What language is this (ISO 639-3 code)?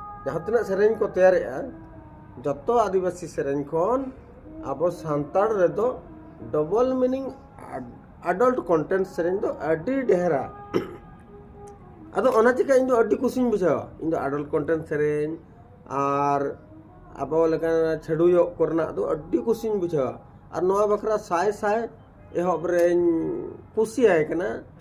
sat